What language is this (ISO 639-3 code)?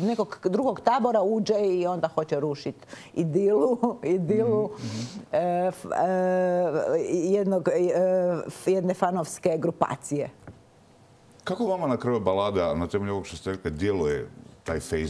hrv